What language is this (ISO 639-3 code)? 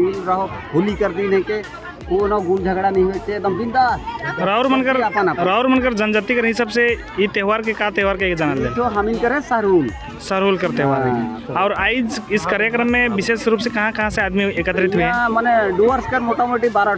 sck